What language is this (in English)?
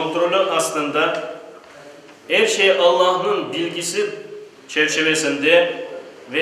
Crimean Tatar